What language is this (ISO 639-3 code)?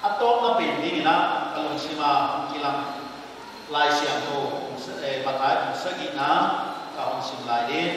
pck